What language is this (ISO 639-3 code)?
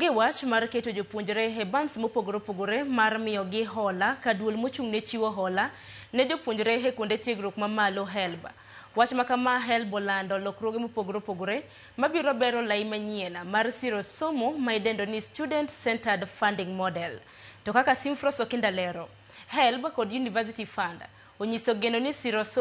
luo